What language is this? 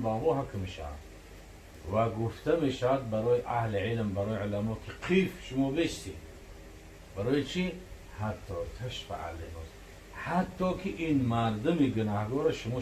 Tajik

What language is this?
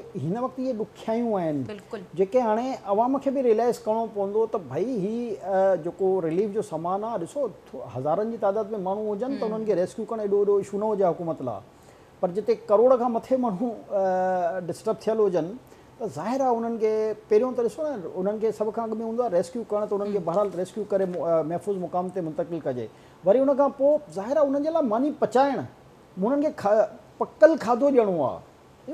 Sindhi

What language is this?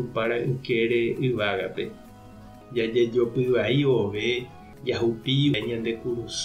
Guarani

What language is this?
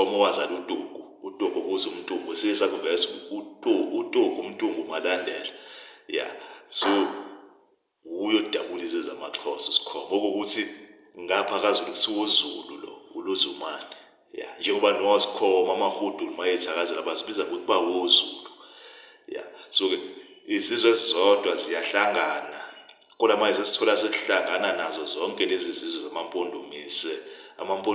Zulu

